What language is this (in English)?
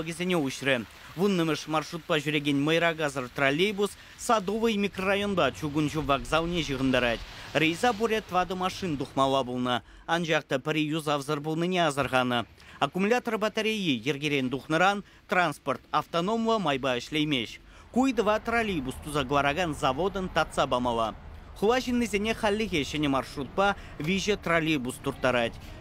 Chuvash